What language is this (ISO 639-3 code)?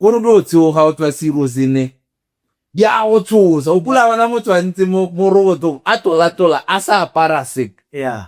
tsn